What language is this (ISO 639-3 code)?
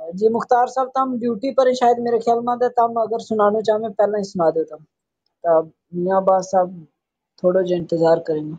gju